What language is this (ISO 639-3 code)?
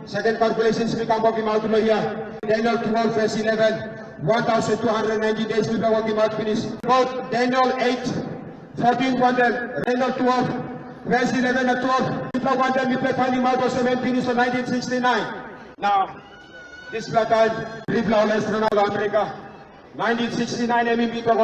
tpi